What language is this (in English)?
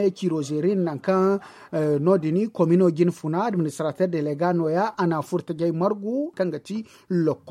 Zarma